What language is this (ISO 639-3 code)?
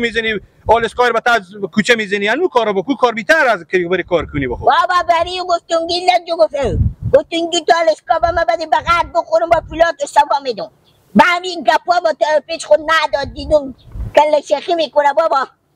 fas